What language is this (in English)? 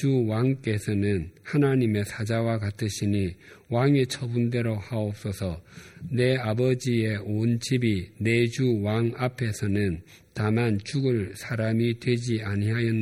Korean